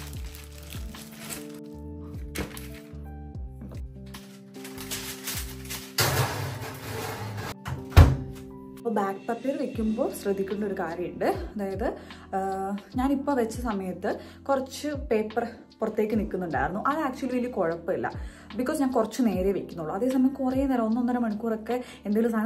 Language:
Malayalam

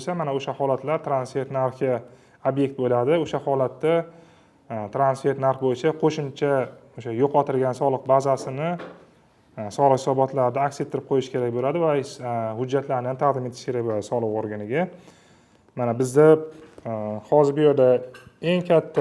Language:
Uzbek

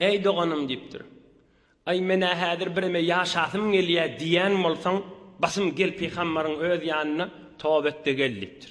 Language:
Turkmen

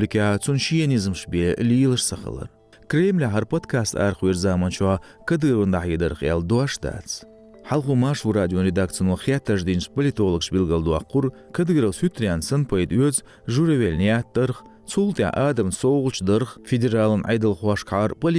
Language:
Chechen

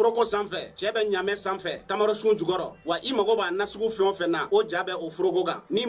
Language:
Bambara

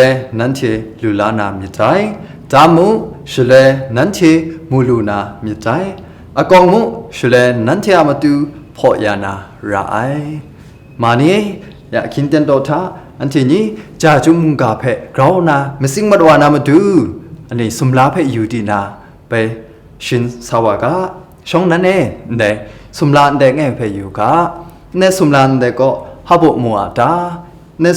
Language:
Kachin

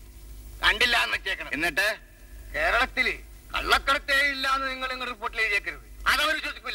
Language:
Malayalam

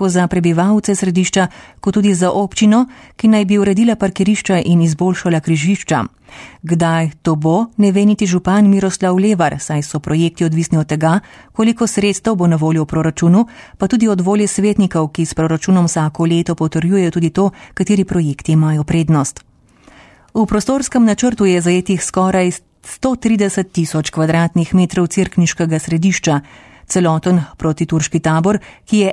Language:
Slovenian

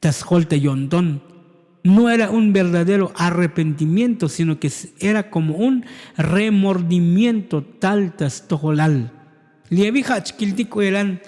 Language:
Tzotzil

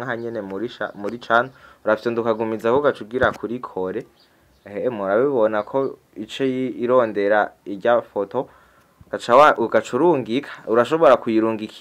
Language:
Rundi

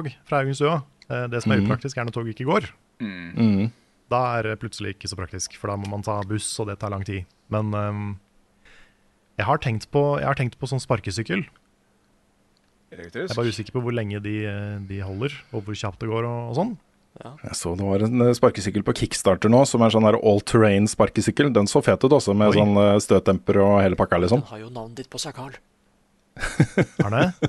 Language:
Norwegian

